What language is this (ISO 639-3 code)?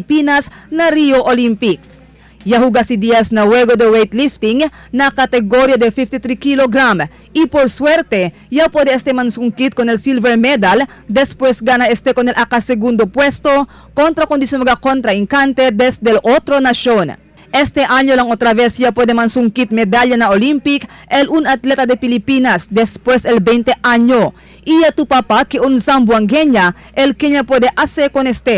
cbk